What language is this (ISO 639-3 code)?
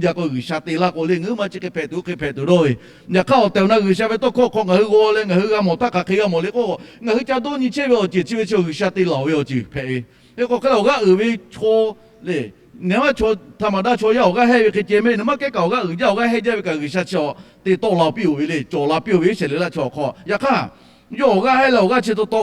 lhu